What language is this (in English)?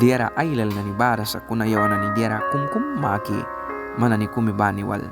Mískito